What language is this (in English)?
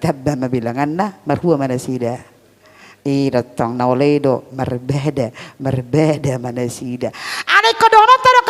Batak Toba